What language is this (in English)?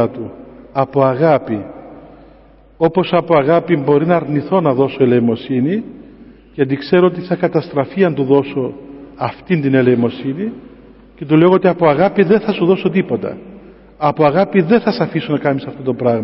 Greek